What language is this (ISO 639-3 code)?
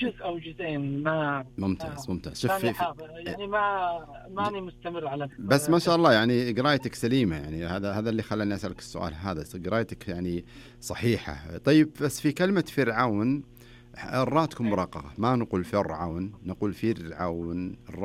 ars